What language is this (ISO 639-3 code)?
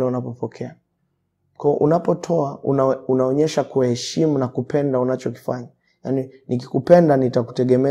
swa